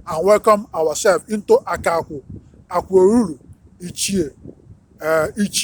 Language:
Igbo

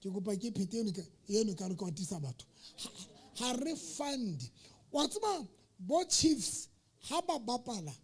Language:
Southern Sotho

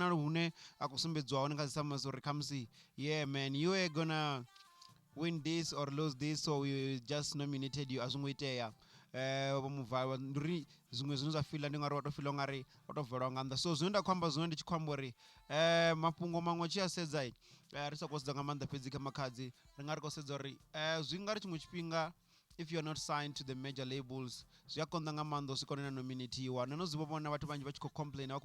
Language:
Venda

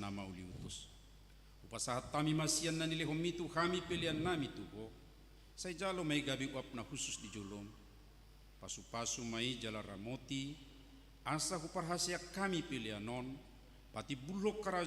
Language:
Batak Toba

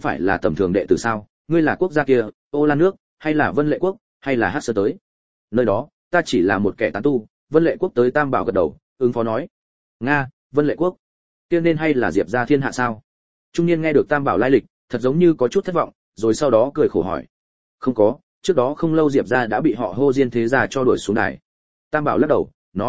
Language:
Vietnamese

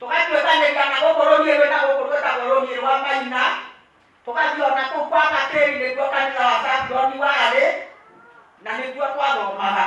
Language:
Kikuyu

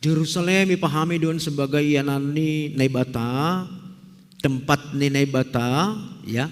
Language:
Batak Simalungun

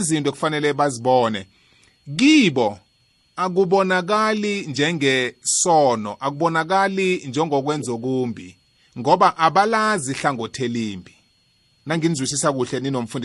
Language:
South Ndebele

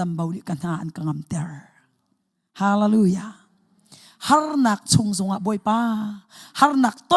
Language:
Hakha Chin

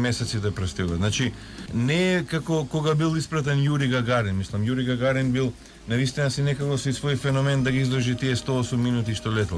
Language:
Macedonian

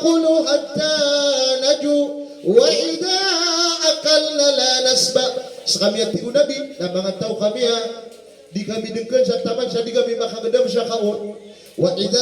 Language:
Maranao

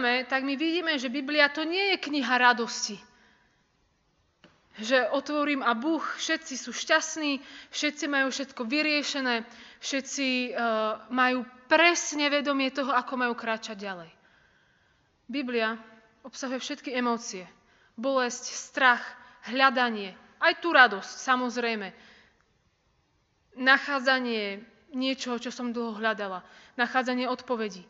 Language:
Slovak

